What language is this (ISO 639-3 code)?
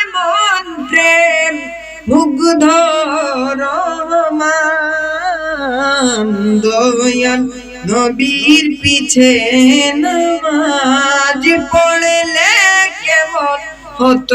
syl